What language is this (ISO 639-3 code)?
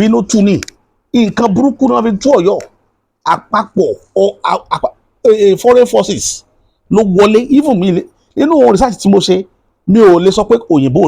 yor